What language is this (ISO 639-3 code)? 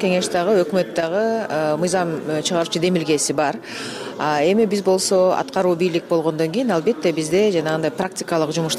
kir